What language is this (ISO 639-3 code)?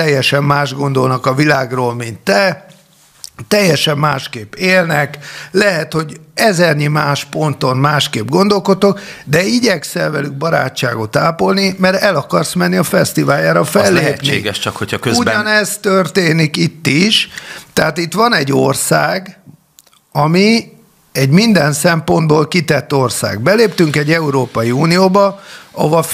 hun